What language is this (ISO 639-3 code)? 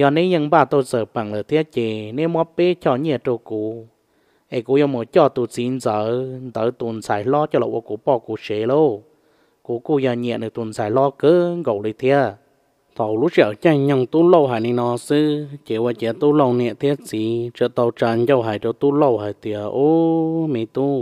hmn